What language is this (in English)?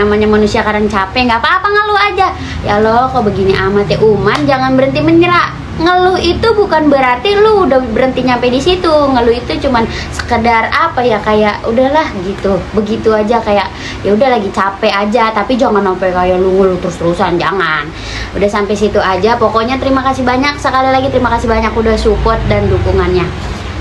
Betawi